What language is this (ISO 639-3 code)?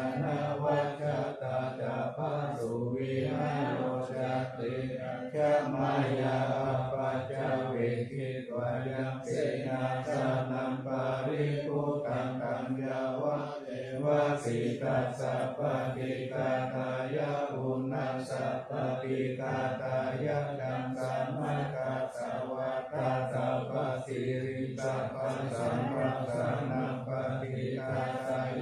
pli